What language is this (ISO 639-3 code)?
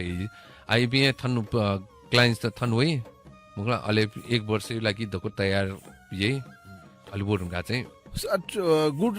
new